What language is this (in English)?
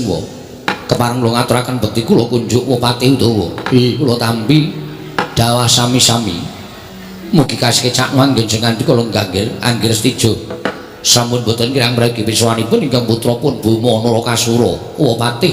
Javanese